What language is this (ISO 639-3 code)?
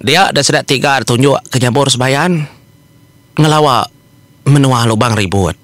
iba